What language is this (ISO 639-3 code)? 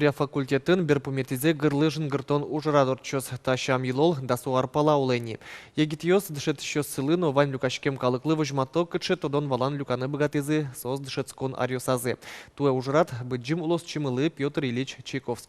udm